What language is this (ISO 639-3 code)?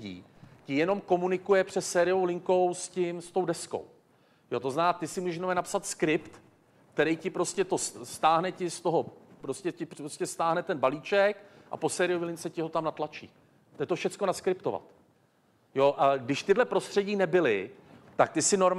ces